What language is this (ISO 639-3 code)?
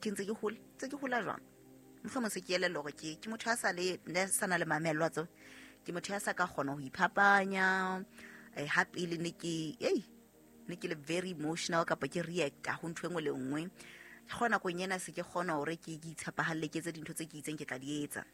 sot